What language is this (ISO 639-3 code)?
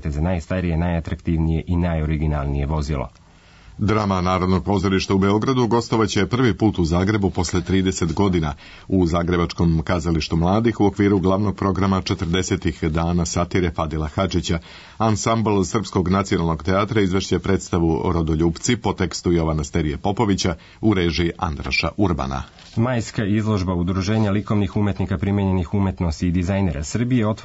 srp